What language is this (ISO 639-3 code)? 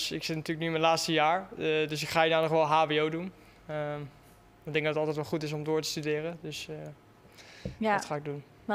nld